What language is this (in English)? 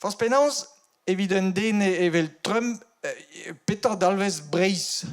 Breton